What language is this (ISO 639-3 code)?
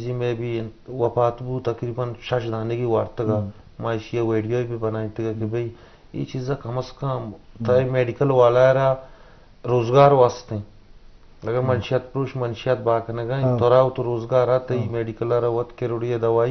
bgp